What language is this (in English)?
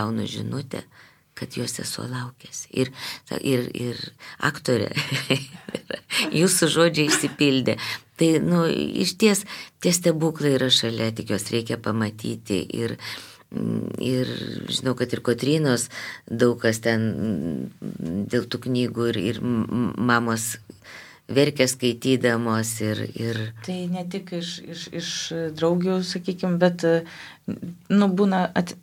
Lithuanian